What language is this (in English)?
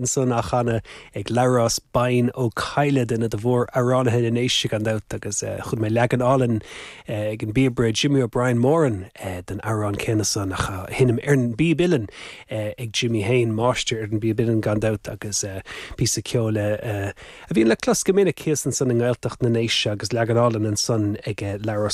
Irish